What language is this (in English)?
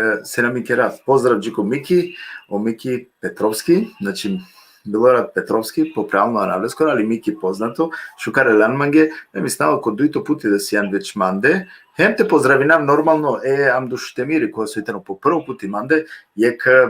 Balkan Romani